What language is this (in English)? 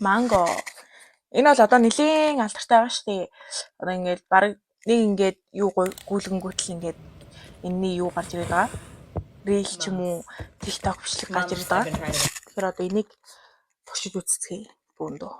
Mongolian